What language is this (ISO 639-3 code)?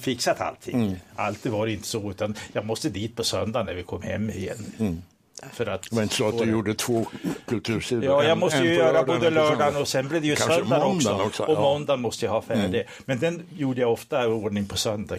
swe